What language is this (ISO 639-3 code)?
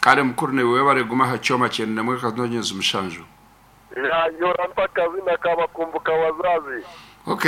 nyn